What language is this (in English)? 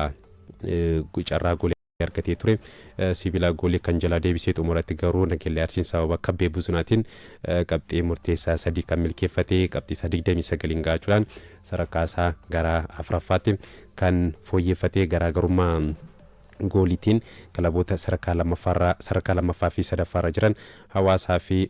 Oromo